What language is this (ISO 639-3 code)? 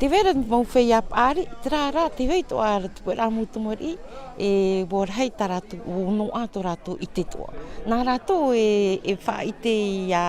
tah